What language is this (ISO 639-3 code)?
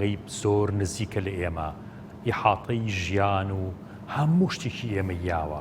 ckb